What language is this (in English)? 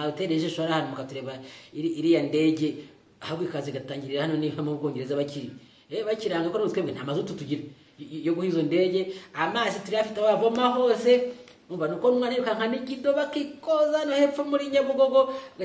Kinyarwanda